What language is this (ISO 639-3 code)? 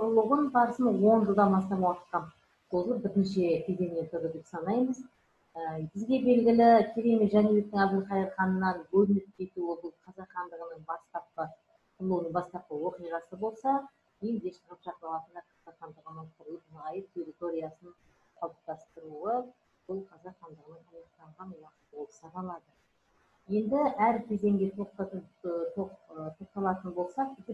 kaz